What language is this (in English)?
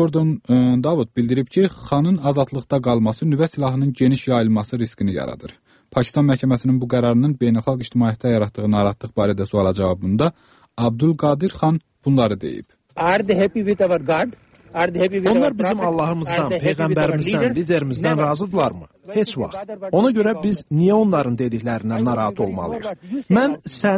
Azerbaijani